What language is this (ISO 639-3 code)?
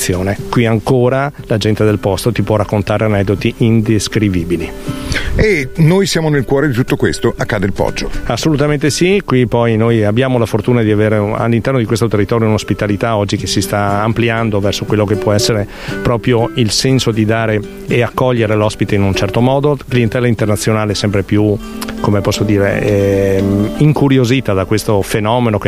ita